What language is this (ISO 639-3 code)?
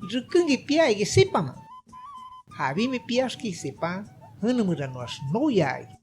shp